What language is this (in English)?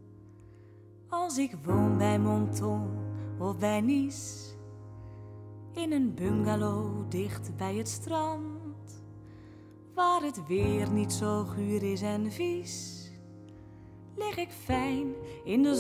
Dutch